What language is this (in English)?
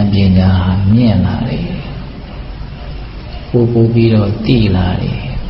Burmese